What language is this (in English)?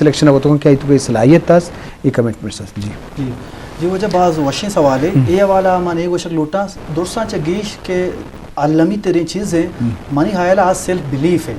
Eastern Balochi